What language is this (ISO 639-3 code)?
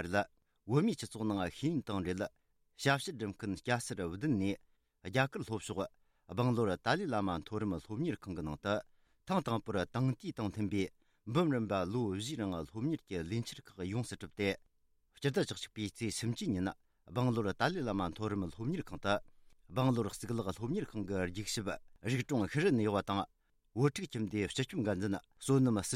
bod